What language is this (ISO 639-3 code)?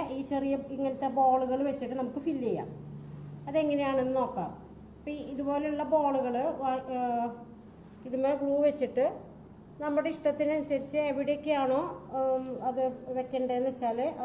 mal